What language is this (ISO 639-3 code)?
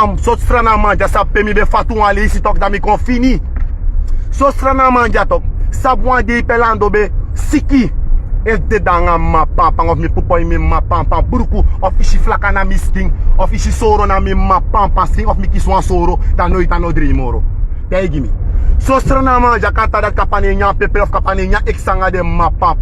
srn